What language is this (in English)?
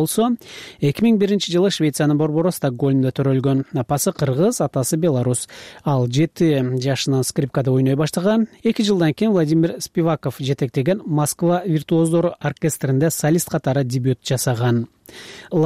Kyrgyz